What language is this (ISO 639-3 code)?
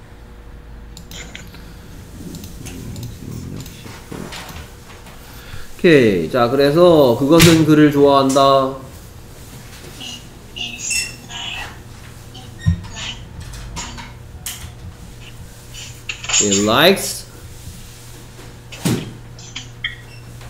kor